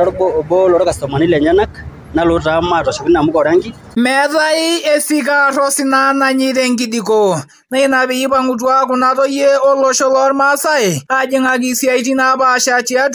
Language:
Masai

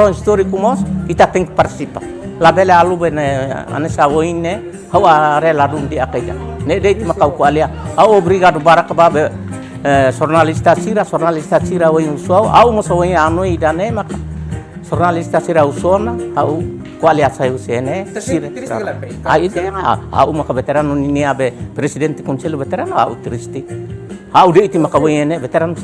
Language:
Tetum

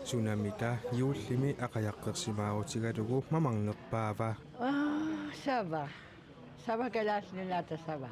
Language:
Kalaallisut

